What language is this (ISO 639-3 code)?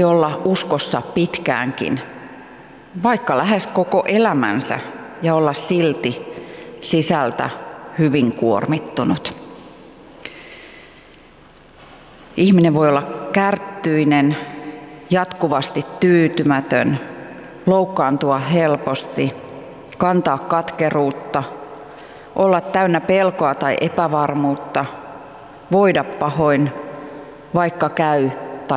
fin